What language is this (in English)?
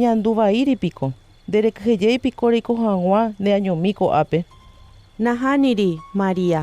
Guarani